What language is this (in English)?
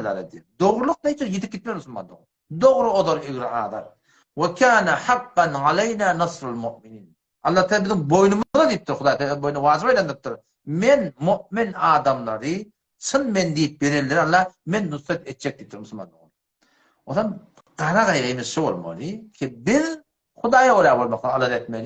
Turkmen